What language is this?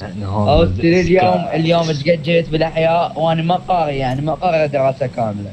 Mesopotamian Arabic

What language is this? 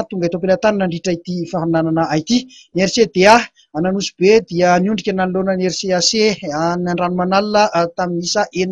Malagasy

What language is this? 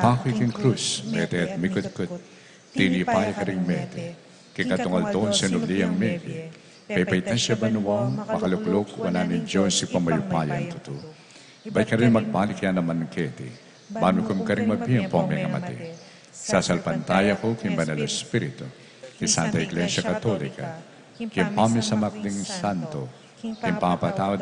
Pampanga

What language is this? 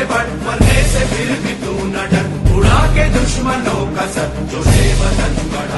Hindi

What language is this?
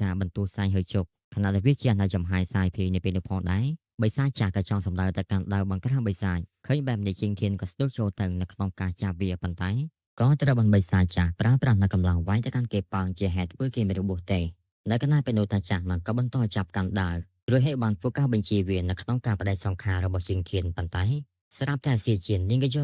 Khmer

